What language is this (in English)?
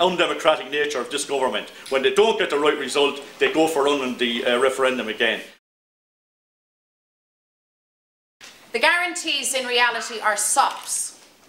English